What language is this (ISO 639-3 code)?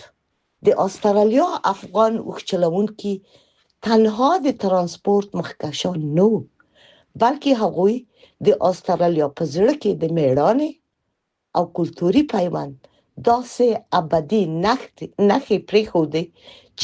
pus